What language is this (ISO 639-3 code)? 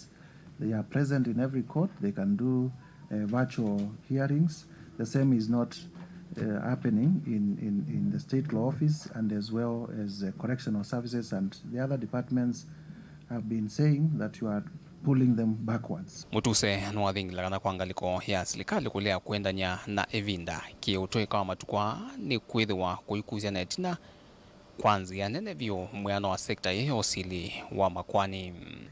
kam